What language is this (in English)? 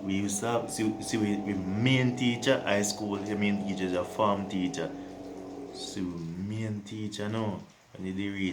Jamaican Creole English